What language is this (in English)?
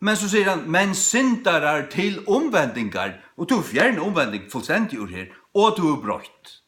Faroese